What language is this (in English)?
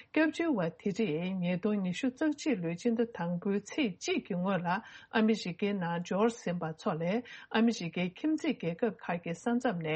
Tibetan